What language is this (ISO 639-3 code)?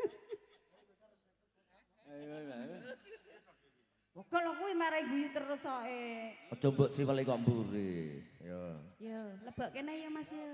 jav